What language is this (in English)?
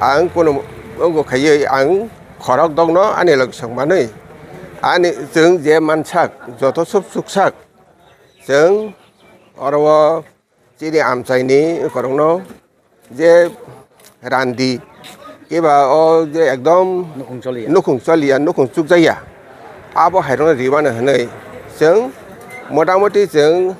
Kok Borok